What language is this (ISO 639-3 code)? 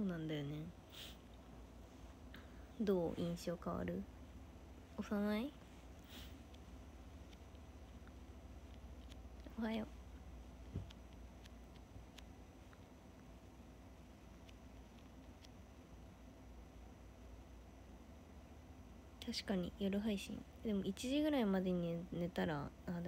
jpn